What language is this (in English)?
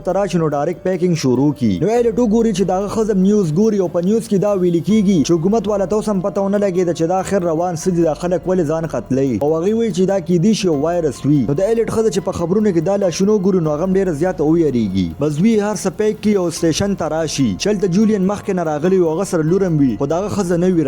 Pashto